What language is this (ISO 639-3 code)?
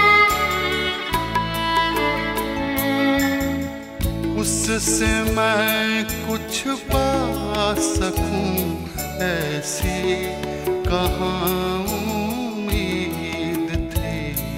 hin